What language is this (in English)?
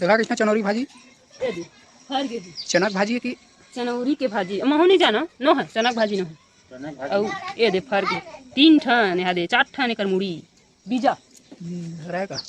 Chhattisgarhi